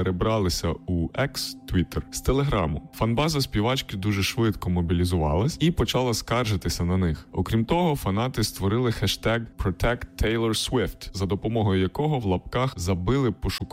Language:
Ukrainian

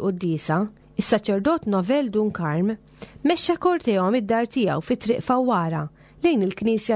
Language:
Maltese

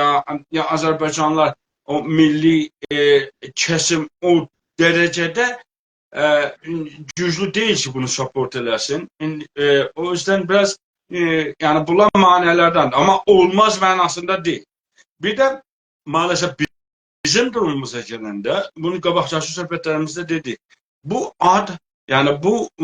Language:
South Azerbaijani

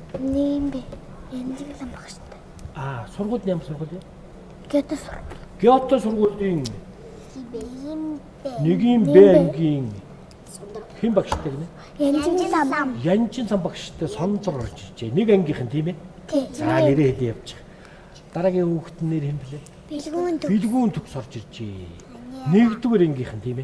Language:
Mongolian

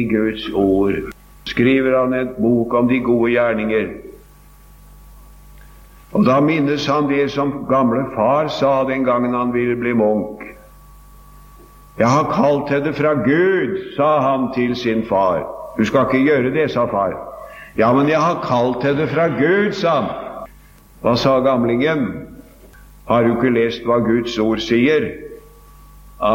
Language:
Norwegian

